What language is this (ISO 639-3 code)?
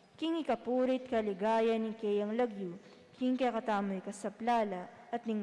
pam